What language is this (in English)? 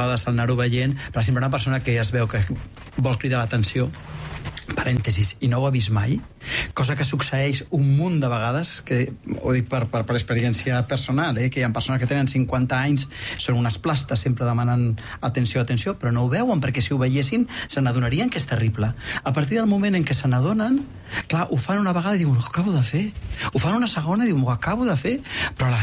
Catalan